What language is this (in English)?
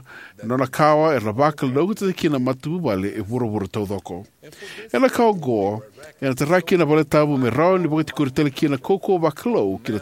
Fijian